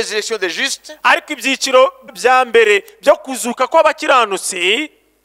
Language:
Kinyarwanda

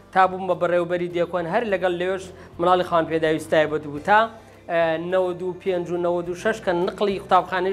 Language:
Central Kurdish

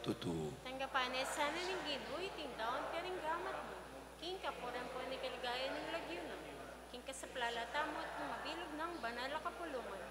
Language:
Pampanga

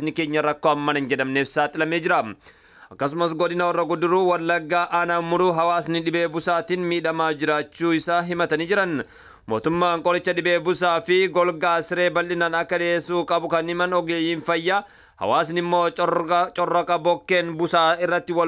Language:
Oromo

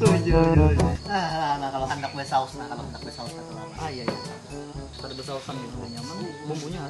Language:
Banjar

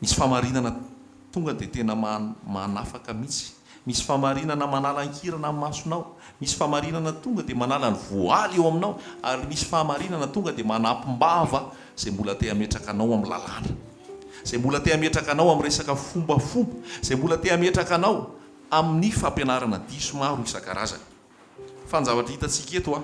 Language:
Malagasy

